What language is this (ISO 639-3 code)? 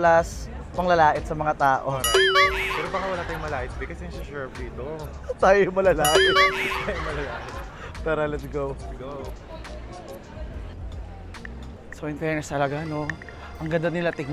fil